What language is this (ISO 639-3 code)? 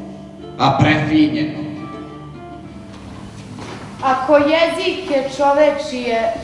srp